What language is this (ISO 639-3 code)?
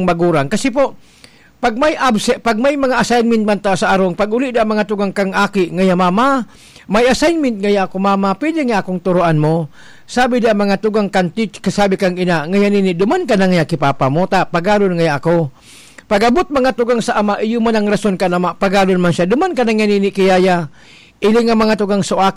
bik